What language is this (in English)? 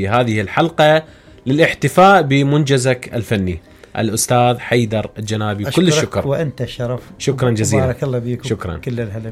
Mesopotamian Arabic